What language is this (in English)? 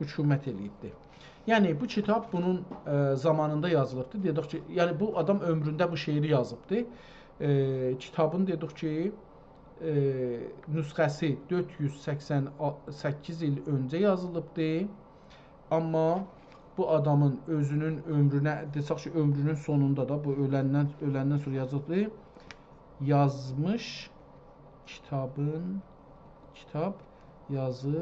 South Azerbaijani